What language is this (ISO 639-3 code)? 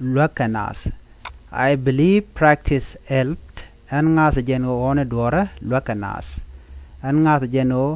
nus